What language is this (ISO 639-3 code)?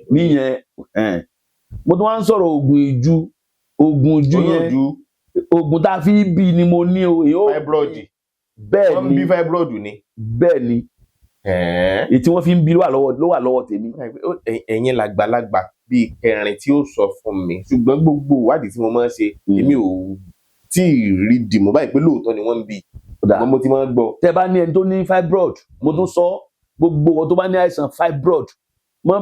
yor